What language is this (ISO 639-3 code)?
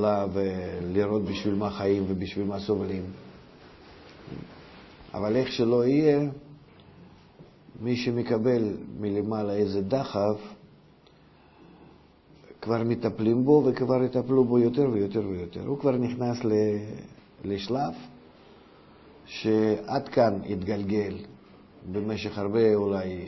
heb